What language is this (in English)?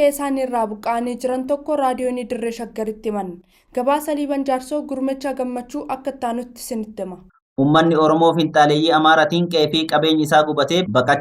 Oromo